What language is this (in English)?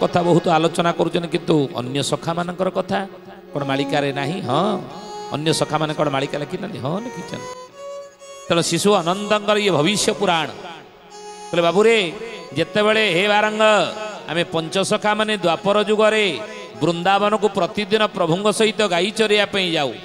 Odia